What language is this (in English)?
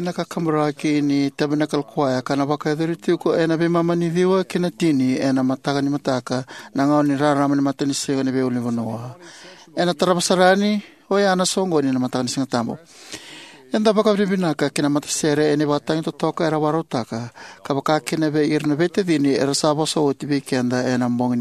Fijian